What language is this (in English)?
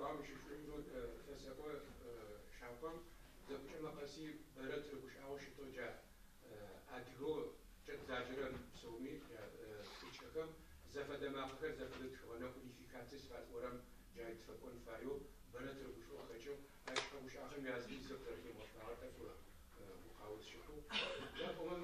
Adyghe